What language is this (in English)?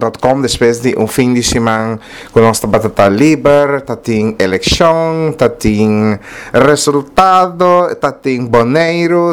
Papiamento